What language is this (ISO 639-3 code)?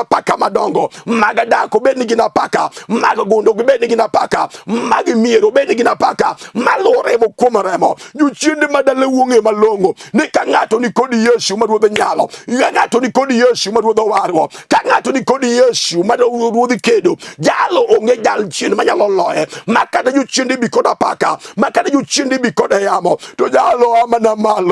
luo